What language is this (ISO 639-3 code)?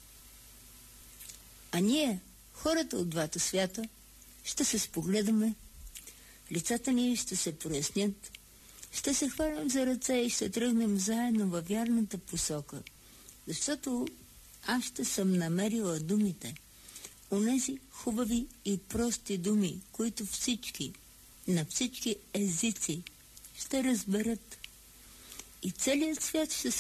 bul